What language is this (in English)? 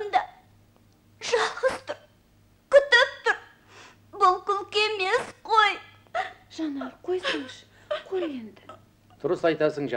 Kazakh